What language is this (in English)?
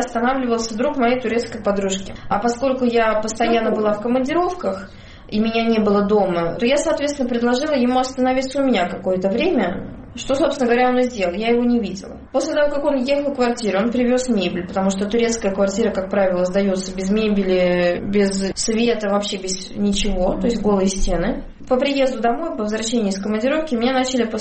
Russian